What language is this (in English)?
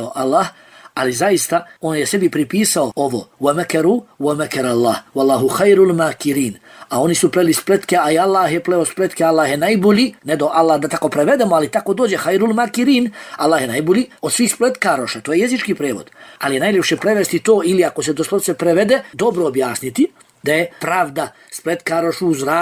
Bosnian